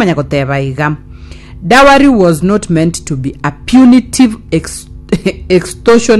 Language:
Gusii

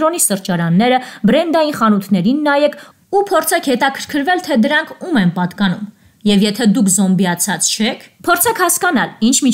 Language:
Armenian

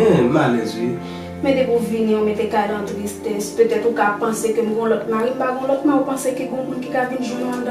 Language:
Haitian Creole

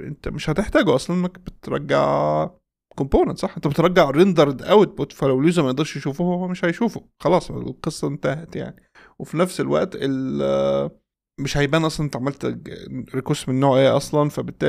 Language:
Egyptian Arabic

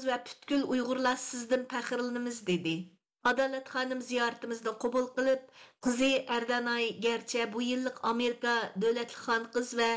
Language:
Uyghur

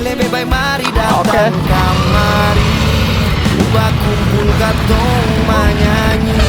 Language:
Ambonese Malay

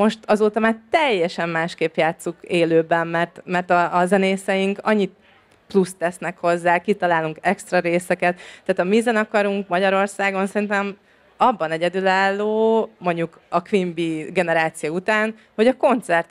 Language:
Hungarian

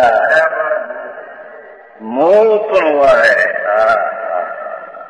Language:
Hindi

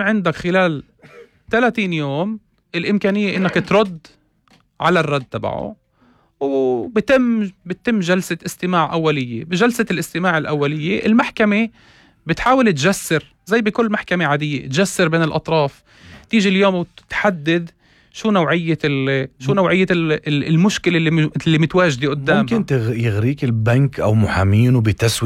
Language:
North Levantine Arabic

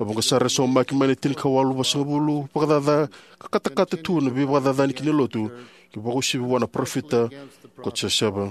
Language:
Fijian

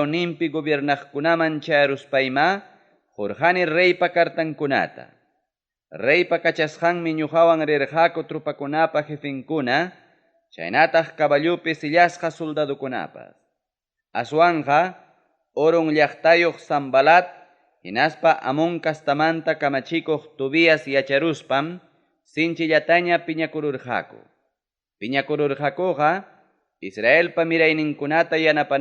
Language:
Ayacucho Quechua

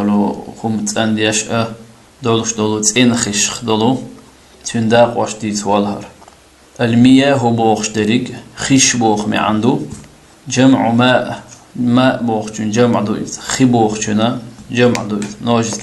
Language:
Chechen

